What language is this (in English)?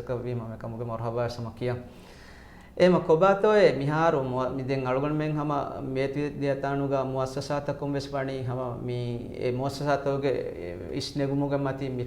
Divehi